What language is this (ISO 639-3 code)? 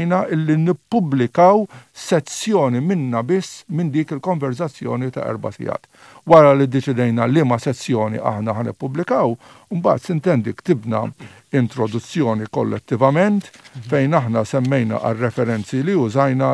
mlt